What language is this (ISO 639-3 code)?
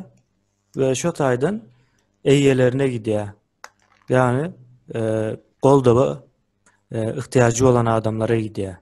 tuk